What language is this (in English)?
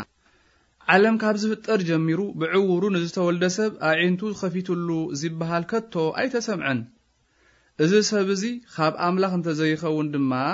Tigrinya